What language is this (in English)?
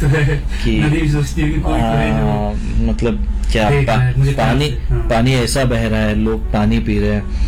Hindi